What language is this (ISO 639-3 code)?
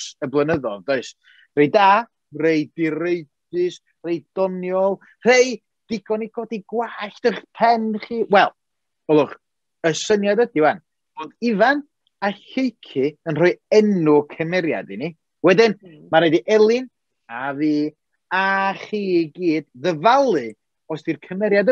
cym